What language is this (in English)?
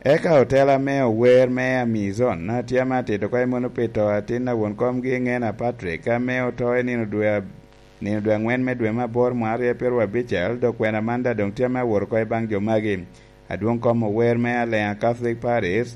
Lango (Uganda)